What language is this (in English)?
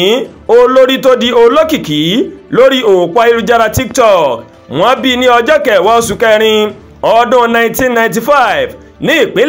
Yoruba